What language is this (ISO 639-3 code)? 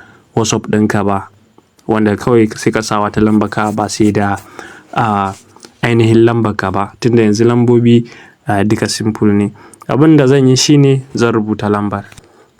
hau